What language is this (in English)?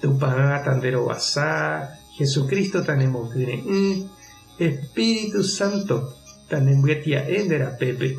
Guarani